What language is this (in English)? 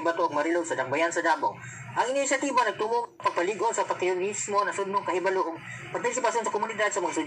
Cebuano